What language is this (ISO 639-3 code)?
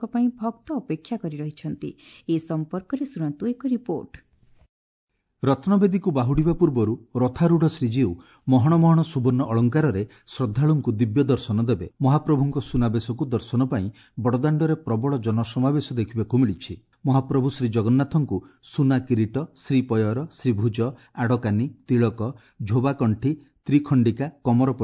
ori